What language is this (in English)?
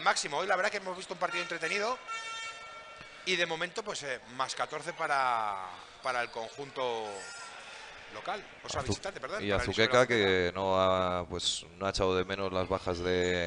Spanish